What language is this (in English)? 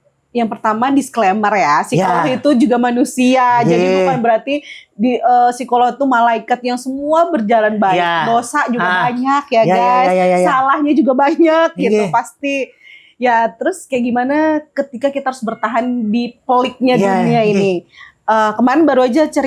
Banjar